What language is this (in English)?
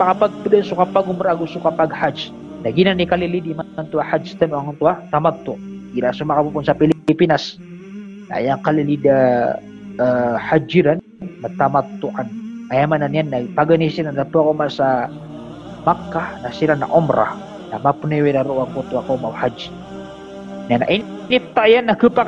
Maranao